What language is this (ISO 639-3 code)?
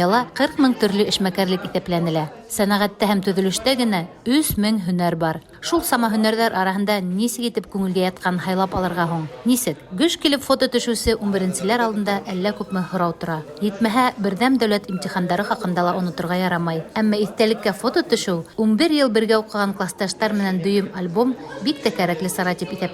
bak